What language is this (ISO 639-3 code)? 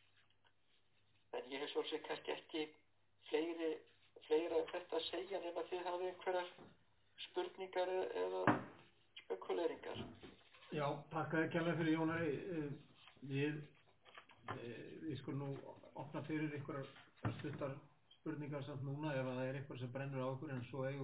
isl